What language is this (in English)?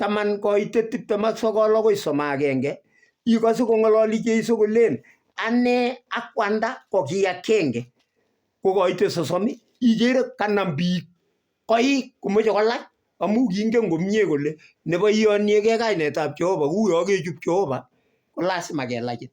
Kalenjin